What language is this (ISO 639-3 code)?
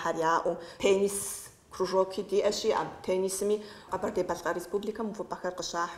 kbd